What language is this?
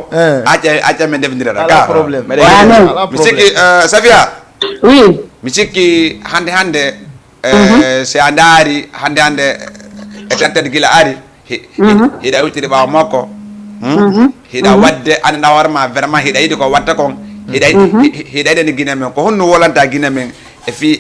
Fula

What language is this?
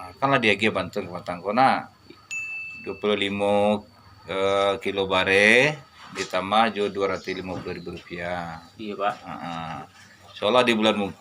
Minangkabau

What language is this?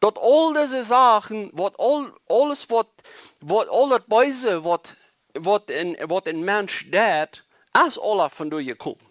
Plautdietsch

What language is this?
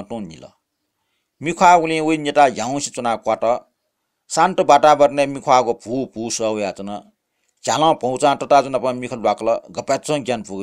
Newari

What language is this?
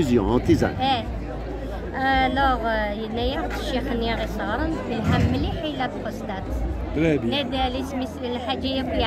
Kabyle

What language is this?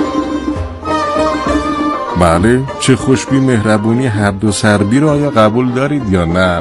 Persian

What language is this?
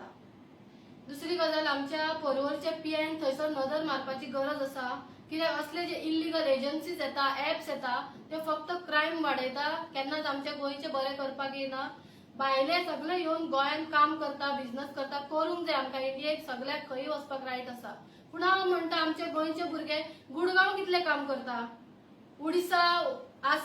Konkani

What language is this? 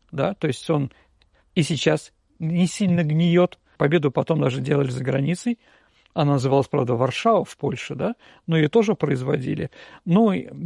Russian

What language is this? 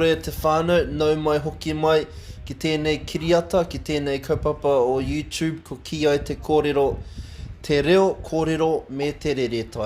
Māori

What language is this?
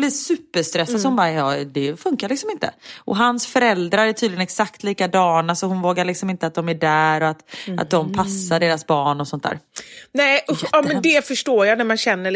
Swedish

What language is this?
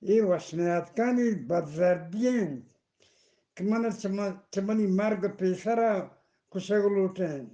Eastern Balochi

